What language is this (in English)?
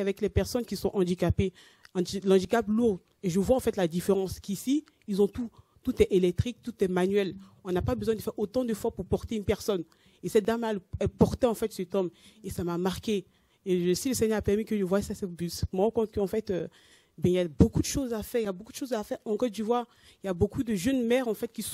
French